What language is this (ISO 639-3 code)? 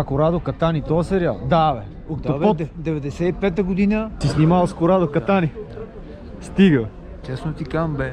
bul